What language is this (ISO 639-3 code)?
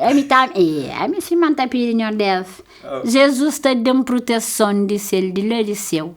kea